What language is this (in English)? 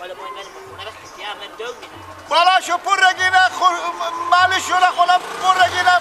Persian